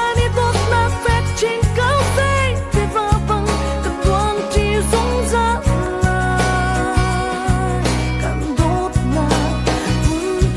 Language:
Hakha Chin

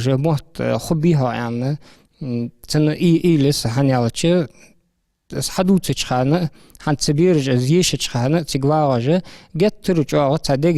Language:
Ingush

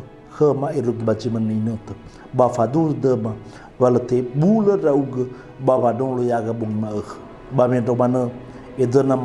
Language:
Nias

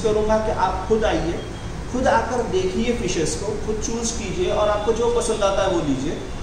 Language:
Hindi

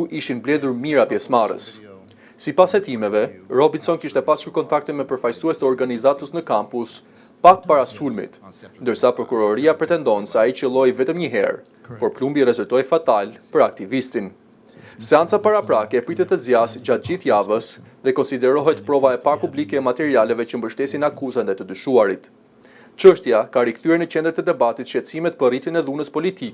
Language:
Albanian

